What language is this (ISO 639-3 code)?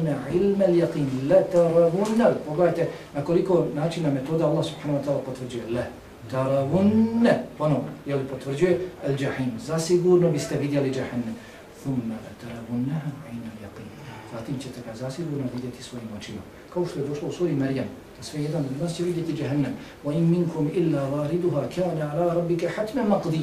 bos